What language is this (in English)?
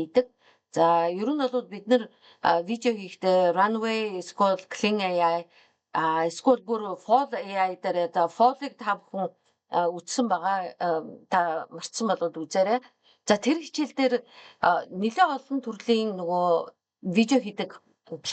Mongolian